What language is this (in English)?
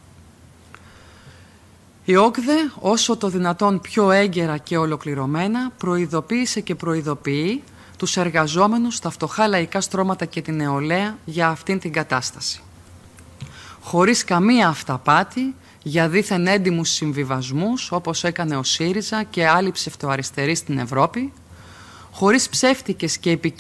Greek